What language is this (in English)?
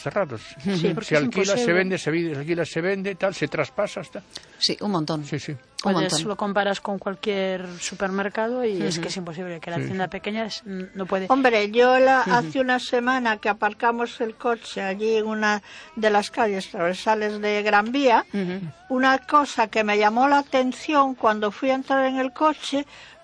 Spanish